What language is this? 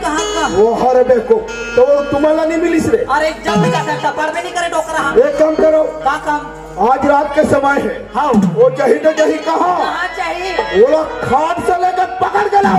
Chhattisgarhi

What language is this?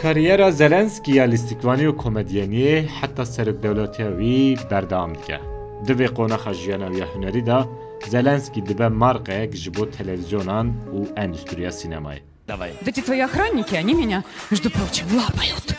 Kurdish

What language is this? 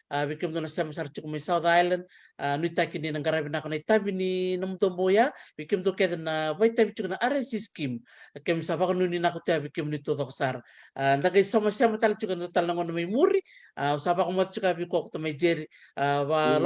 Fijian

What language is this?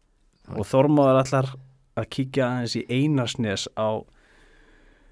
Icelandic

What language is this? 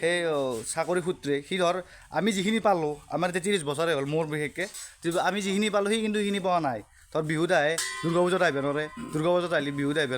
Assamese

